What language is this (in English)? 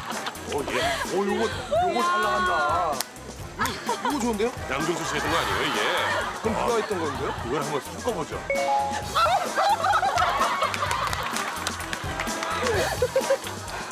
Korean